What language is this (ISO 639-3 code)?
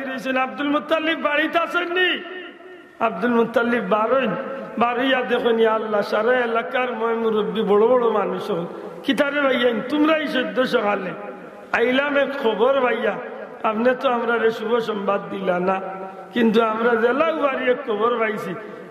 syl